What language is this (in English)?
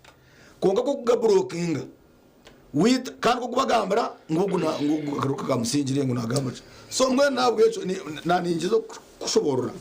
Nyankole